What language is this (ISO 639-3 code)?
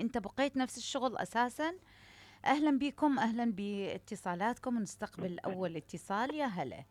acm